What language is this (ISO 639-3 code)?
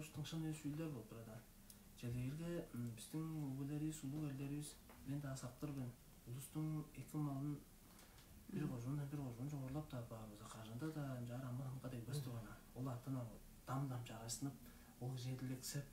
tyv